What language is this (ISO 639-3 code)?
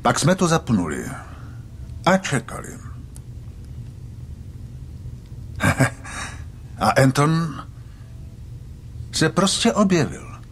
ces